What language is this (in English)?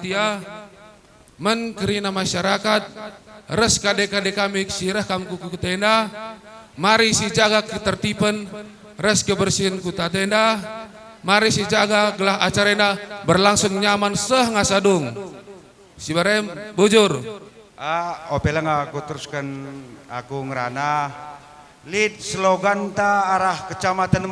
Batak Karo